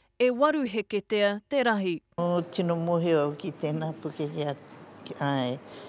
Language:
Māori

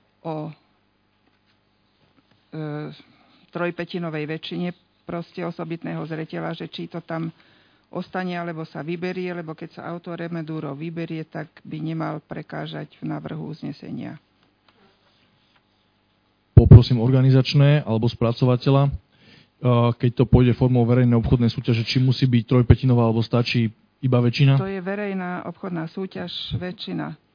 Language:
Slovak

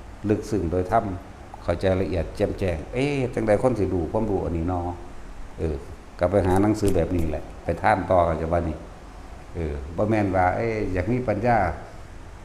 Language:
Lao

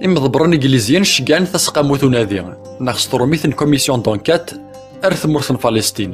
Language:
Kabyle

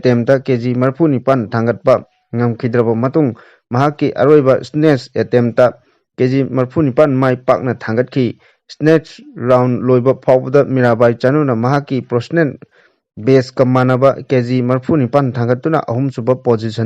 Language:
Manipuri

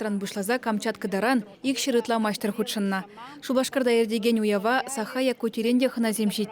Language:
Chuvash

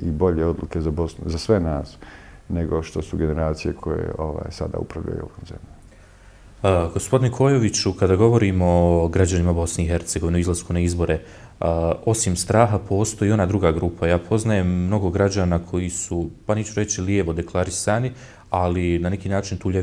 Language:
Bosnian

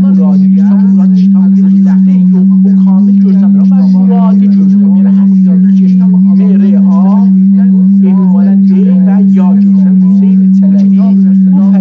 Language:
South Azerbaijani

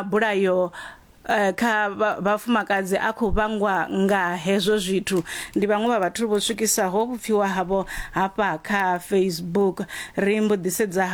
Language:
Venda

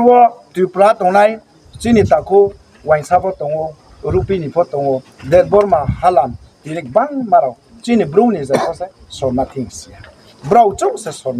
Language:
Riang (India)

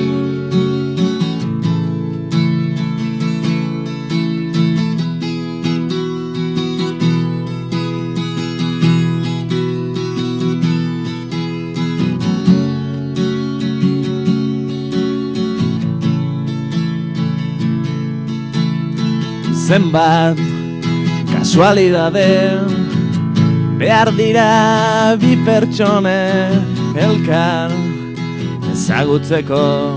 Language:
Basque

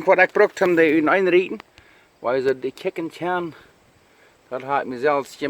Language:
Plautdietsch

